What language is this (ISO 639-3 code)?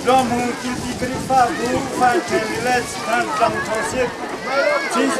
cnh